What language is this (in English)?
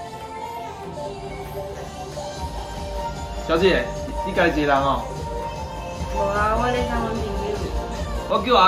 Min Nan Chinese